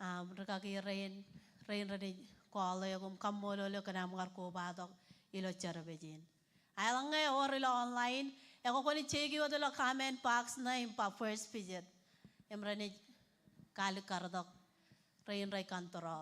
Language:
Marshallese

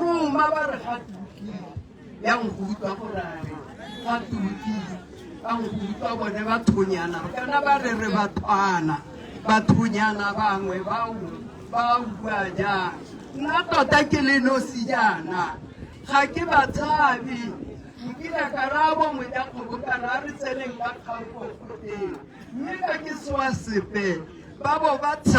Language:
Tswana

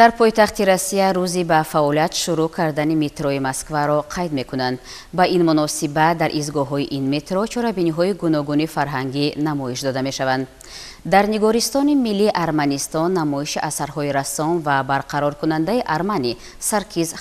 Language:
Tajik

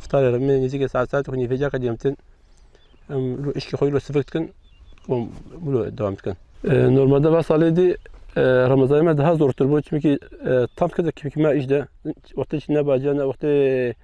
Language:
Kurdish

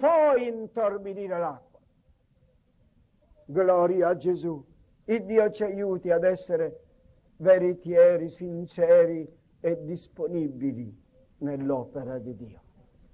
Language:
Italian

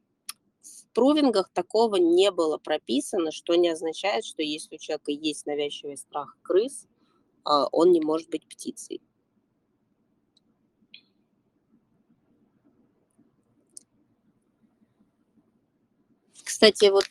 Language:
Russian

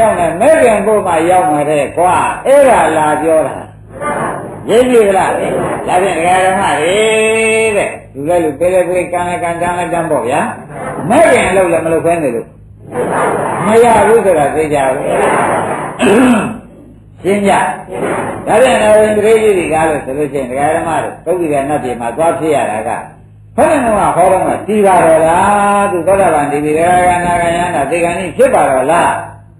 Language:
Burmese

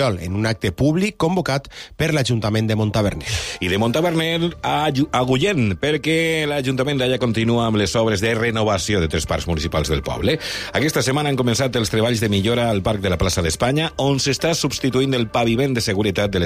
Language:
Catalan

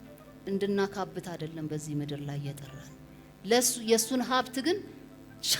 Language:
Amharic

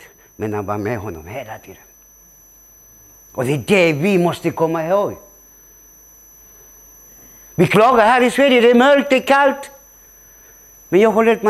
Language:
Swedish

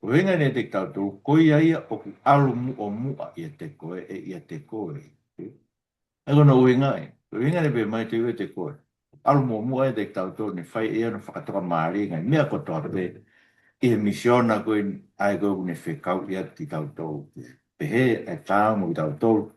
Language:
Tongan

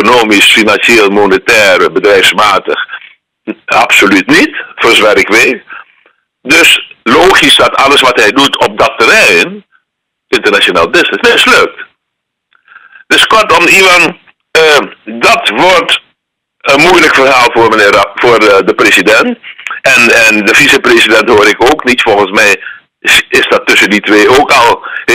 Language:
Dutch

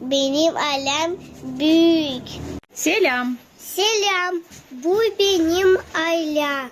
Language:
Gagauz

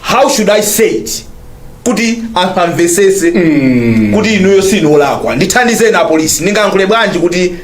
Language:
Nyanja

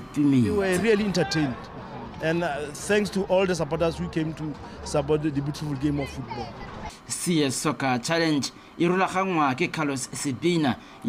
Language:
Tswana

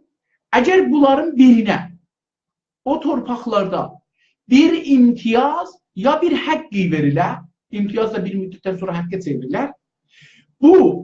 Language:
South Azerbaijani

